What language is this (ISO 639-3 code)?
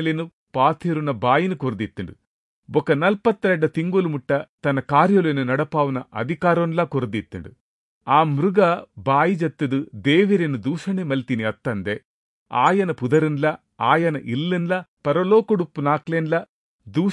tcy